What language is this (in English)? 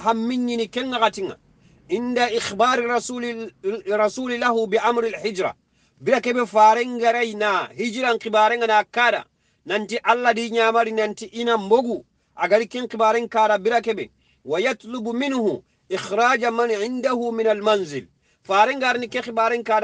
Soninke